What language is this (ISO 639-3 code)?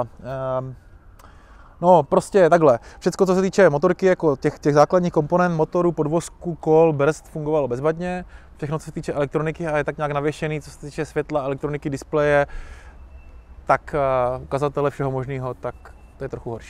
ces